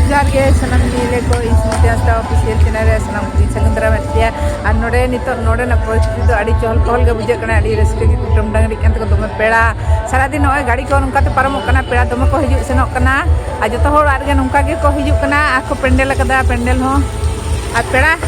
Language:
Santali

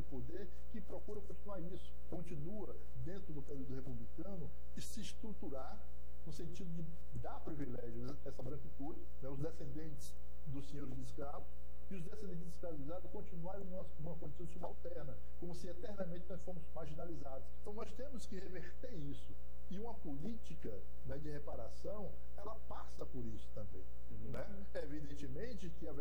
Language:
Portuguese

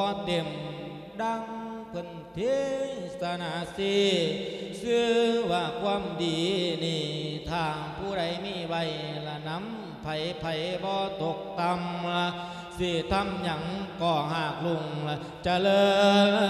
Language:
Lao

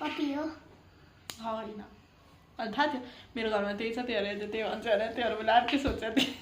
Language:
Nepali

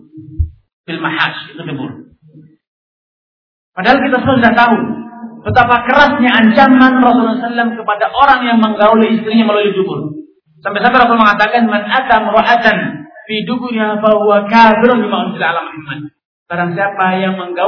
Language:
Indonesian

